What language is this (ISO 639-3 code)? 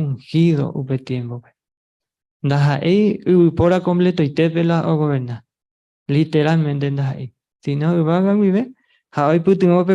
grn